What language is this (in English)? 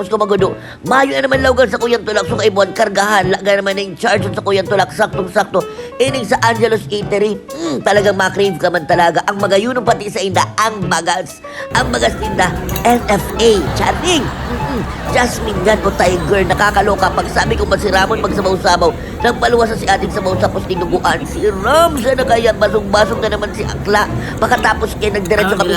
Bikol